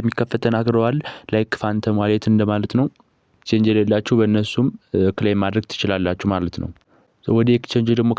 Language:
Amharic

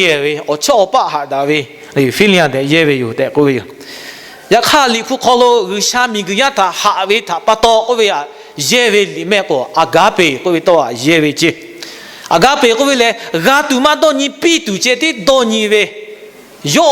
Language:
Lahu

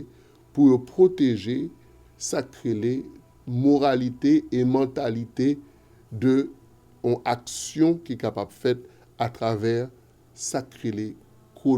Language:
Haitian Creole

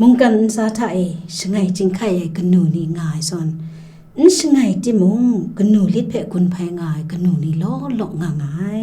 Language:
Kachin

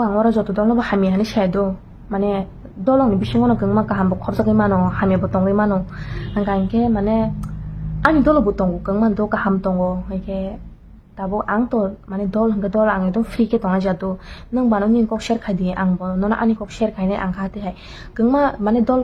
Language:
Kok Borok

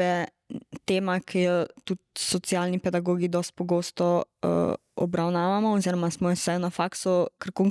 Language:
Slovenian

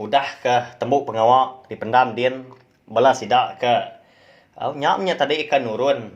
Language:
Iban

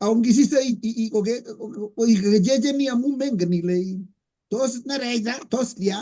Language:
Kalenjin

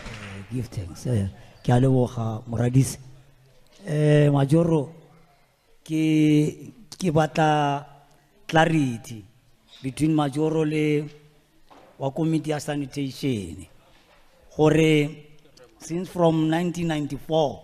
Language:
Tswana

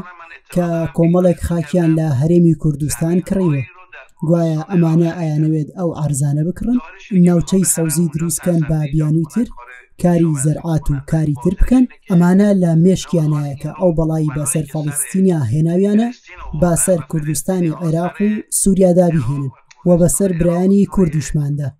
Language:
Central Kurdish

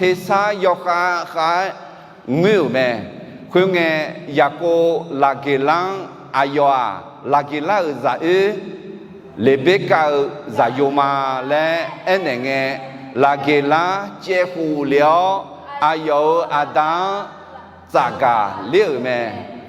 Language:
Akha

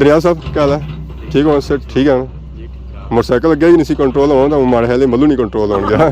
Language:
Pahari-Potwari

